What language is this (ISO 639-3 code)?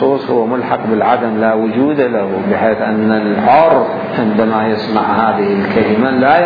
acm